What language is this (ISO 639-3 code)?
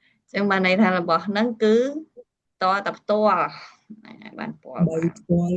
khm